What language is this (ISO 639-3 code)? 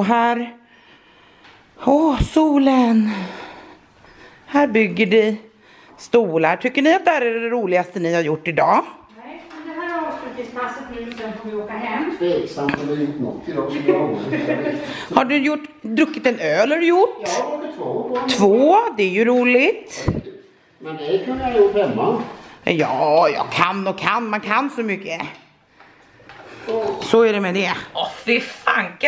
swe